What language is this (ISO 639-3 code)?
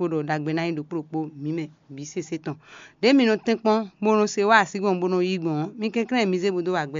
fon